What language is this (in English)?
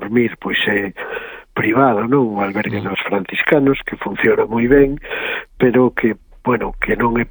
Galician